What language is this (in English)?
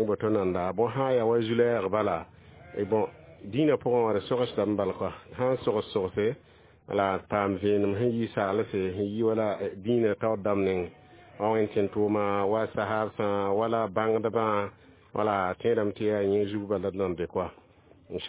Mossi